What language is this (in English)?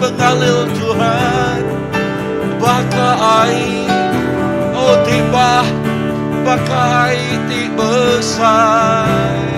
Iban